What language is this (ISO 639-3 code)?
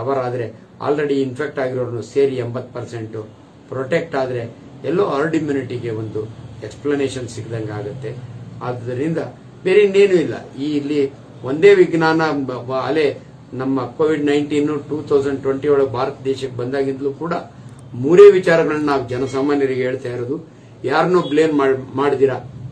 kan